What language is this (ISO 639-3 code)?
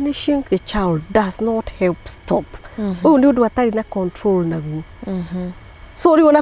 kik